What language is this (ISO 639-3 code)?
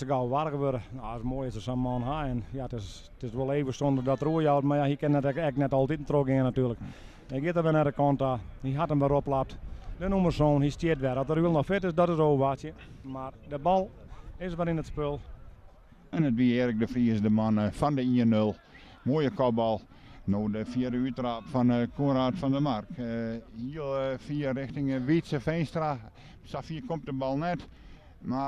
fry